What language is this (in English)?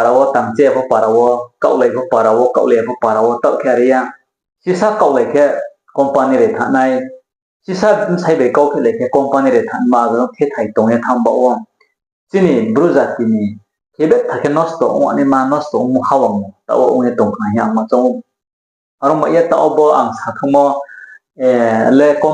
Riang (India)